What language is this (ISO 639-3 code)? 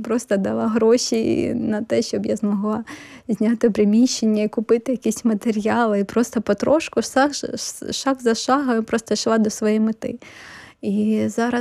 ukr